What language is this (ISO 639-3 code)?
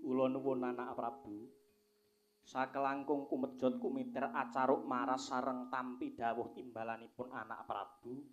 jav